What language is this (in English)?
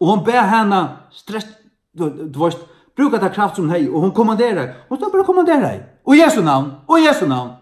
Faroese